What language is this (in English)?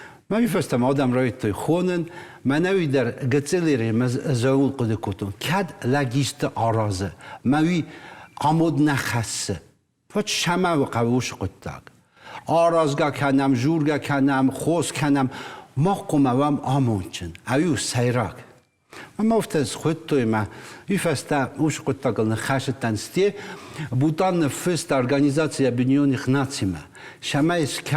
Ossetic